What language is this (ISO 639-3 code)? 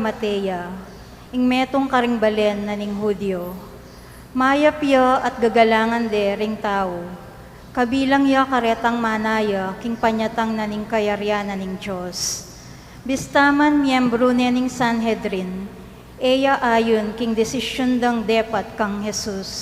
pam